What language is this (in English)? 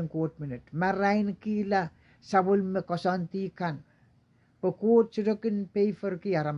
Pohnpeian